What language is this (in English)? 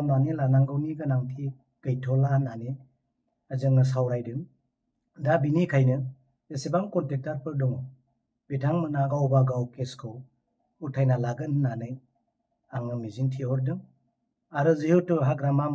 Bodo